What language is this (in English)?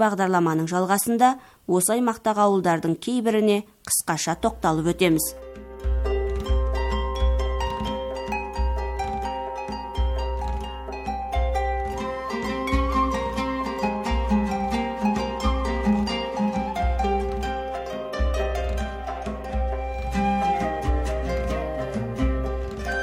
Kazakh